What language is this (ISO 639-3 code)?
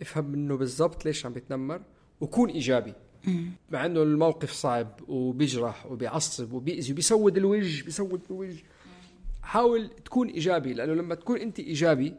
apc